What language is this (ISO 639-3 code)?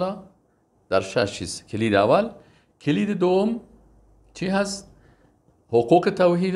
fas